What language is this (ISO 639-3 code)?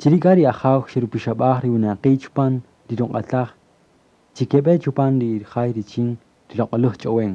cak